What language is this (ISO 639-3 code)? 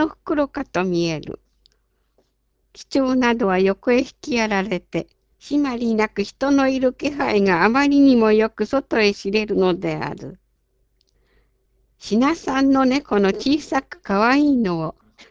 jpn